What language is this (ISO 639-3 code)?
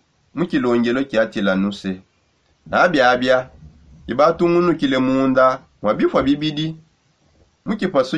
sop